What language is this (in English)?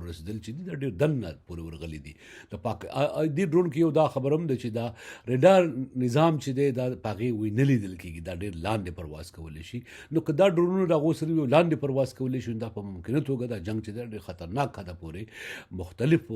Pashto